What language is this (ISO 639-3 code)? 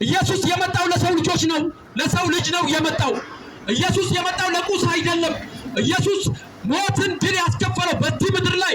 amh